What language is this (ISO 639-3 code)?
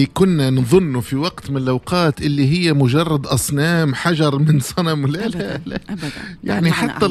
aeb